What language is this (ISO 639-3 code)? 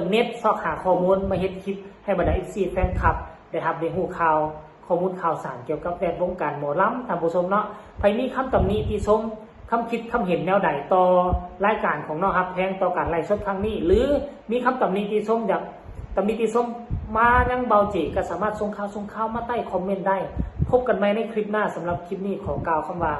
lao